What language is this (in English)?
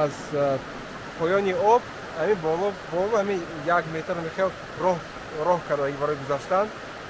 Tajik